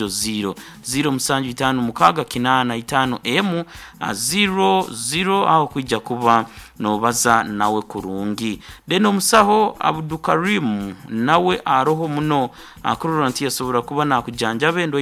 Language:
Nyankole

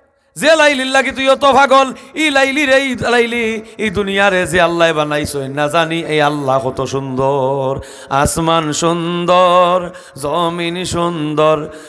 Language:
Sylheti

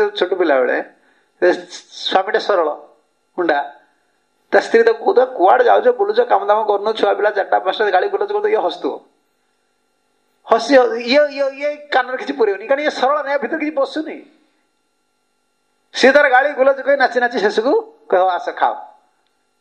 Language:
Odia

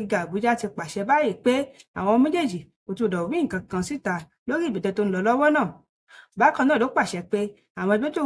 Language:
Yoruba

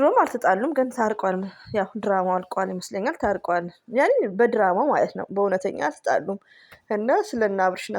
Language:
Amharic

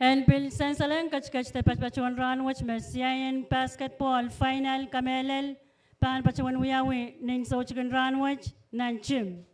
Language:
Pohnpeian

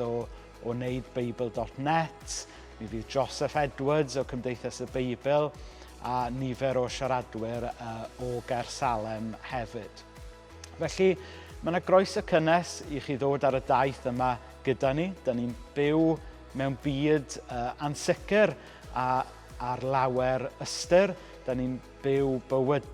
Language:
Welsh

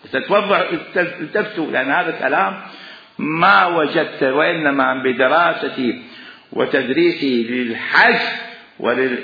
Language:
Mesopotamian Arabic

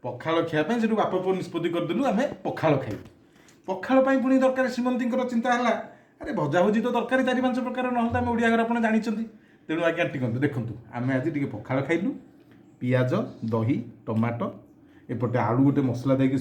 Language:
Odia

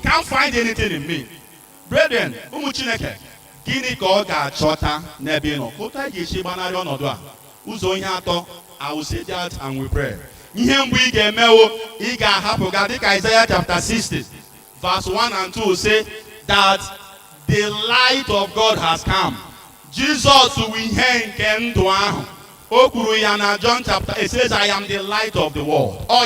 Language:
Igbo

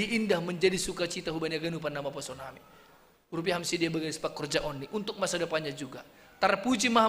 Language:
Batak Simalungun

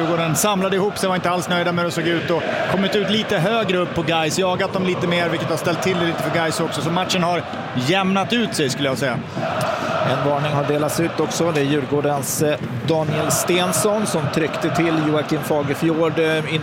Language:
Swedish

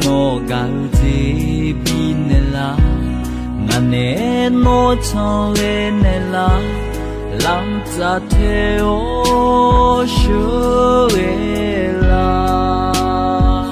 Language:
Akha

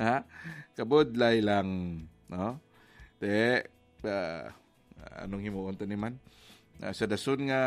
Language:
Hiligaynon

